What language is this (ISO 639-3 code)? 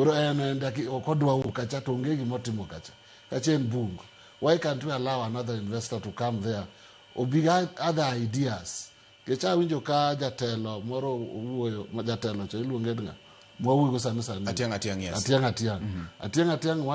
luo